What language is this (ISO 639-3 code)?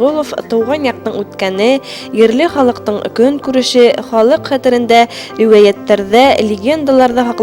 bak